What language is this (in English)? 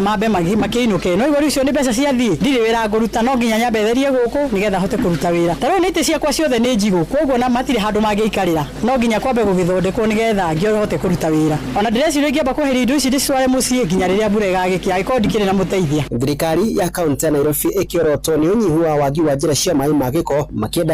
Kikuyu